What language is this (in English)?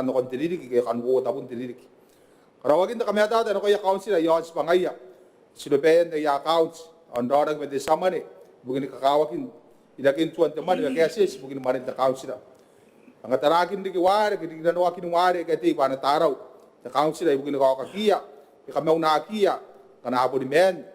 Gilbertese